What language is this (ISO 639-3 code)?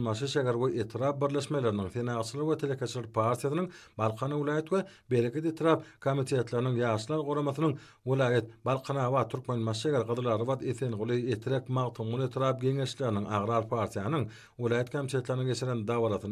tuk